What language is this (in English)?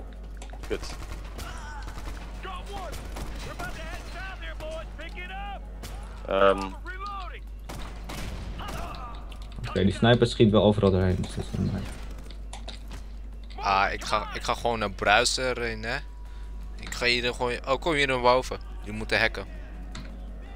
Dutch